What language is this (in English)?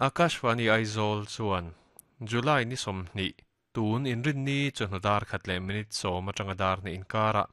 Mizo